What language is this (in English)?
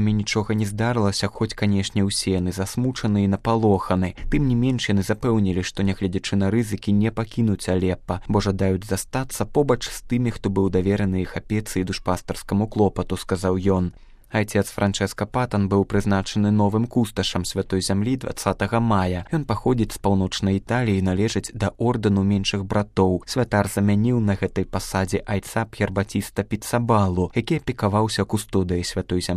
Belarusian